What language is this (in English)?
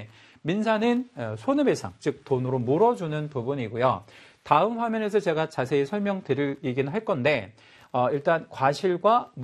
Korean